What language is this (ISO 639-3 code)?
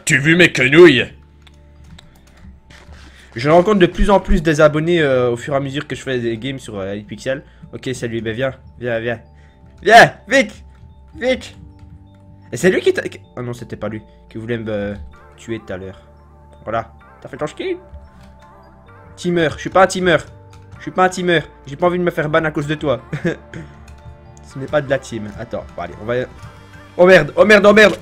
fra